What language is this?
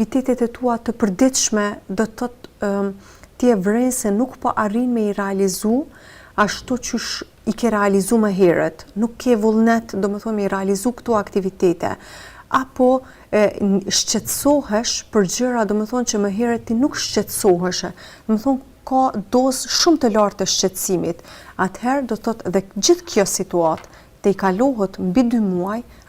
Albanian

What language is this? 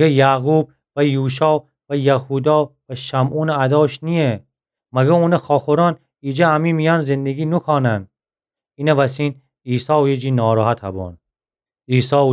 Gilaki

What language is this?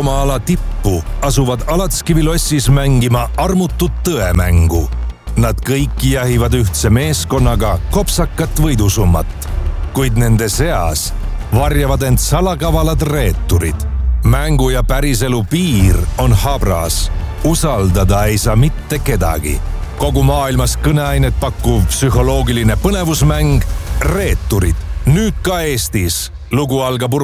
Estonian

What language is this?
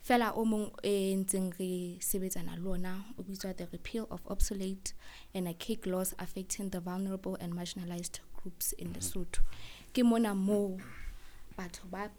Southern Sotho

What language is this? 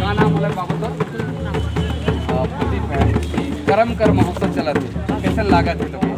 Sadri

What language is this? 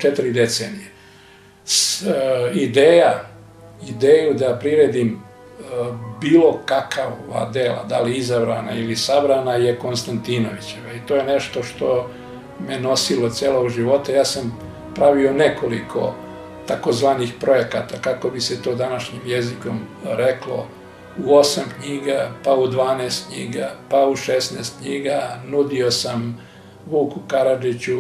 Serbian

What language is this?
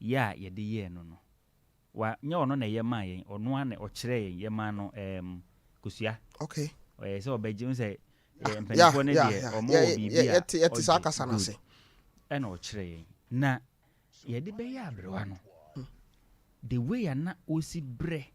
Akan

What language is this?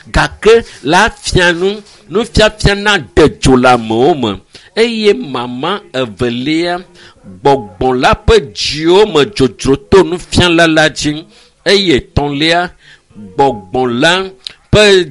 Ewe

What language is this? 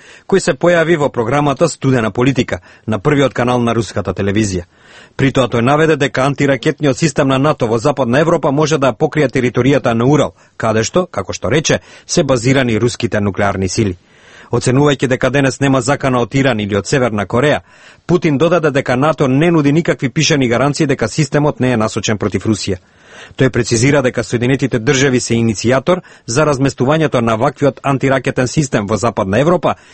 Macedonian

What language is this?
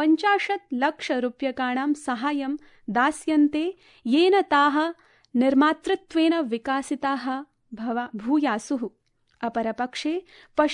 Sanskrit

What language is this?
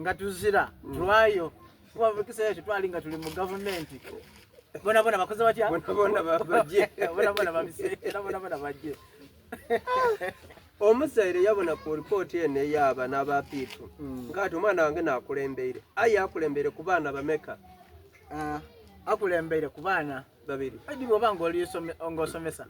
Soga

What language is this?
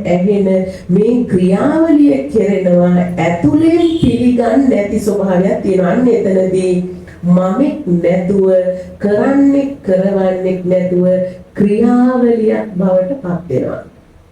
Sinhala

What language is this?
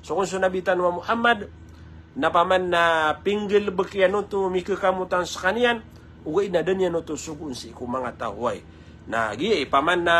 Maranao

